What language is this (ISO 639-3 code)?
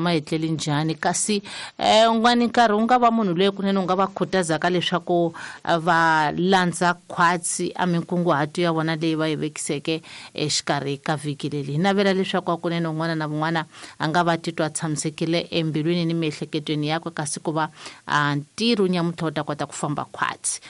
tso